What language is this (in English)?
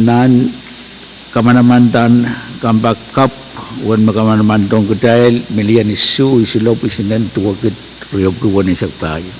Pohnpeian